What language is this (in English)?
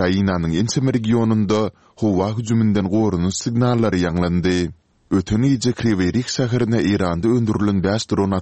Turkmen